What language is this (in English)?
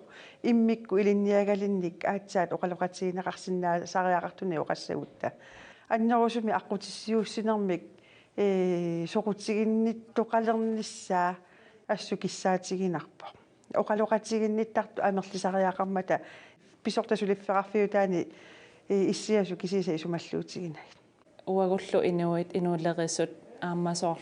Kalaallisut